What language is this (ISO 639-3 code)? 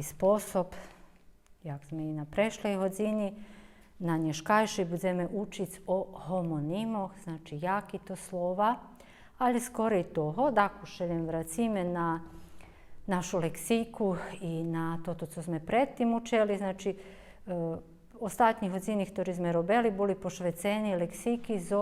rue